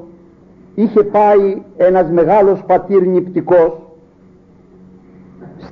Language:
Greek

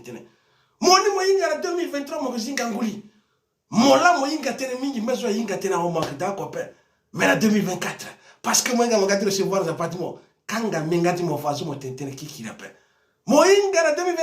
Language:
Sango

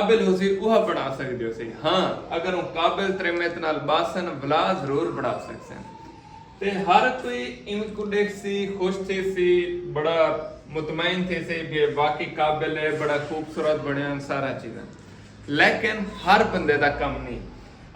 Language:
Saraiki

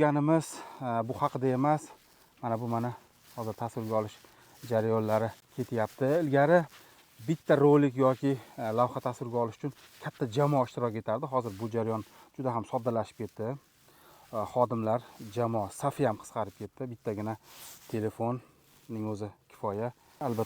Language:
Uzbek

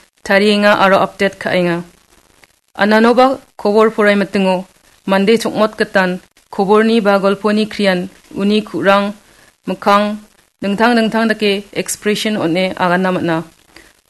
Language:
Garo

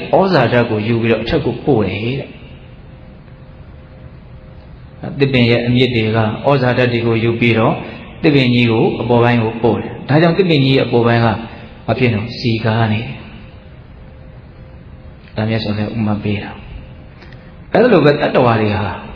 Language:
Burmese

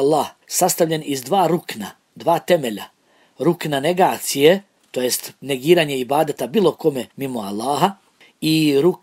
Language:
Bosnian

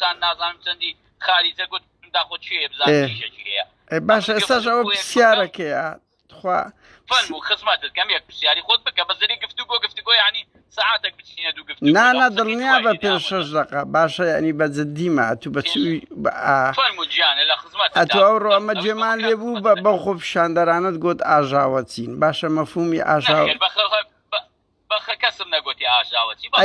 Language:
Central Kurdish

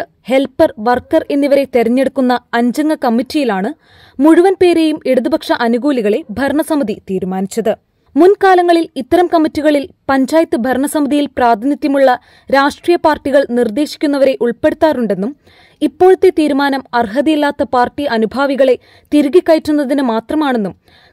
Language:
Malayalam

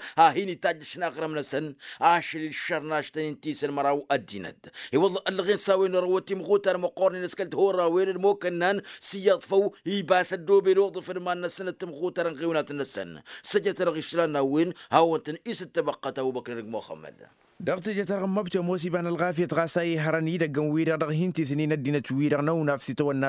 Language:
Tamasheq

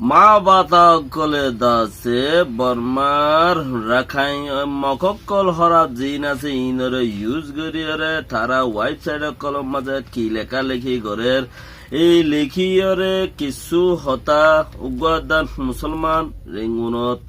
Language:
Rohingya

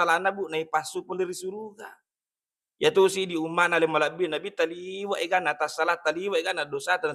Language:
Buginese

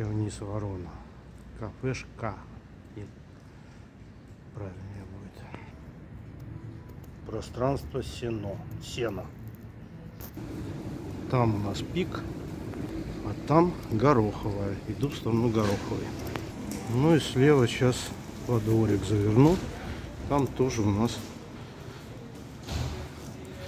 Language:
Russian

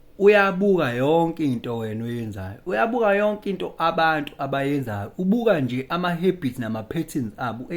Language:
Zulu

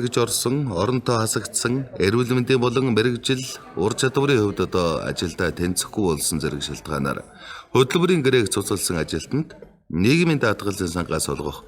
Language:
Mongolian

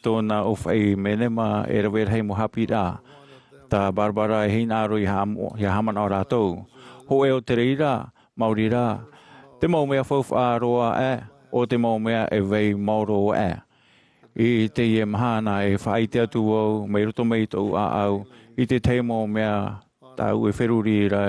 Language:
Tahitian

